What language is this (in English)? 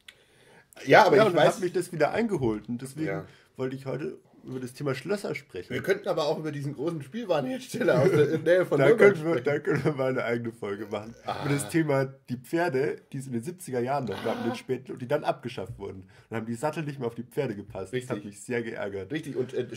German